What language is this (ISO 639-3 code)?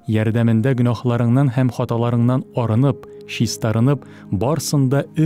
tat